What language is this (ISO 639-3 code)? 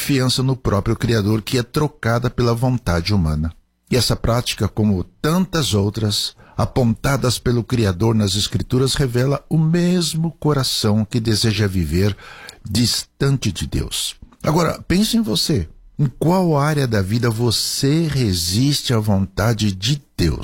por